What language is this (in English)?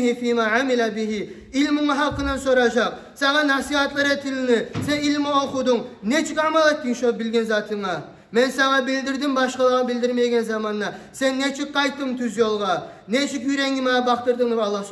Kumyk